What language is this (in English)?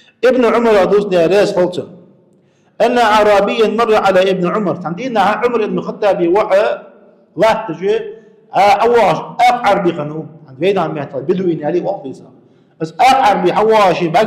Ingush